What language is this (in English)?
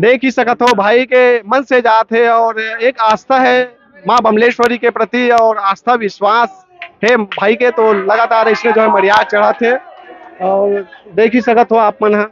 Chhattisgarhi